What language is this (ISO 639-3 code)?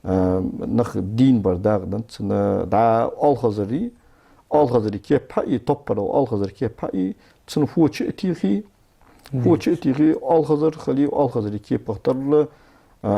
inh